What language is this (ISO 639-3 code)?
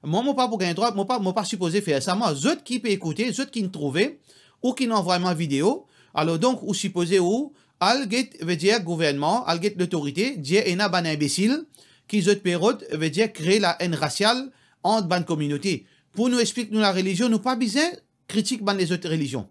mfe